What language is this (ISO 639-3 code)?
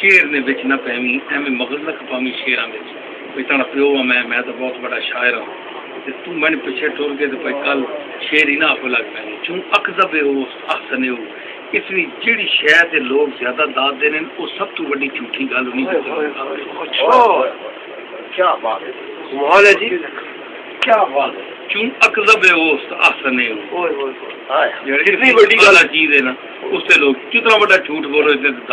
skr